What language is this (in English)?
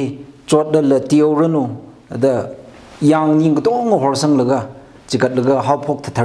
Tangkhul Naga (India)